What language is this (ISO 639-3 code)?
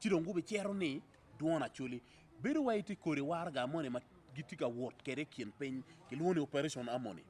ach